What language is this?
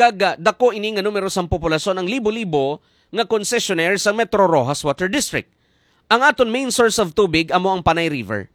Hiligaynon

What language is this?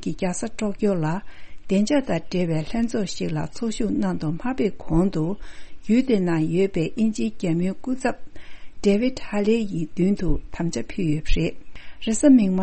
Tibetan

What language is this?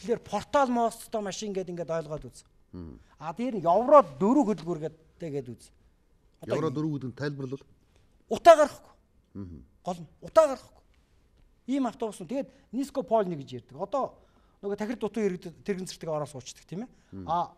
Mongolian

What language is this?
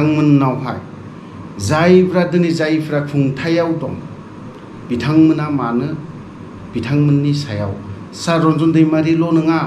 Bodo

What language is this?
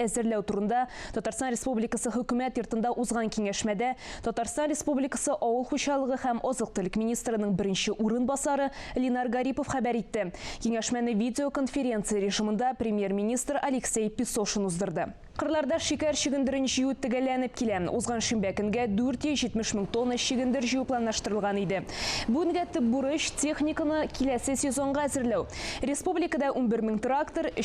Tatar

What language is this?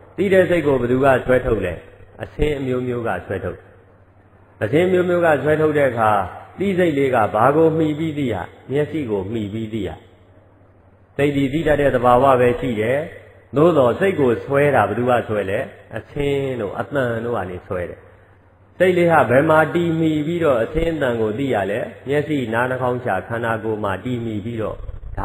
Burmese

